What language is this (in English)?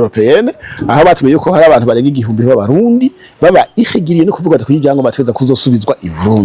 Rundi